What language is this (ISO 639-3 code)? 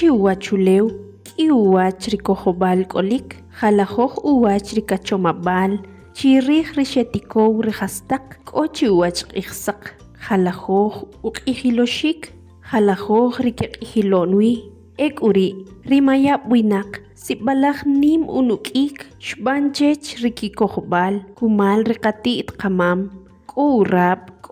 quc